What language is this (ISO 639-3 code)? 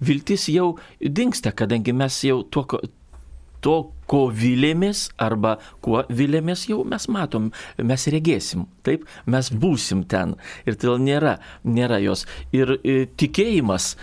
lit